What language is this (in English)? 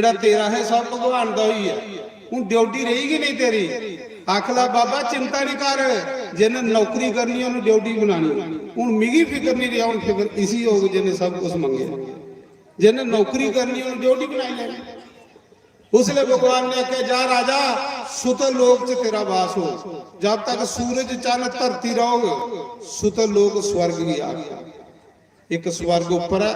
Dogri